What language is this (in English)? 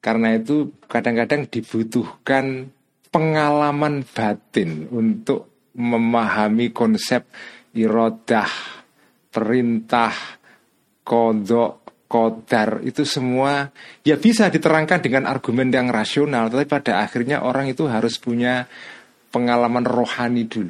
Indonesian